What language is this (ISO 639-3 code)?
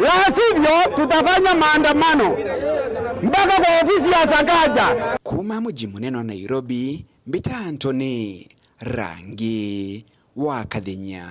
mer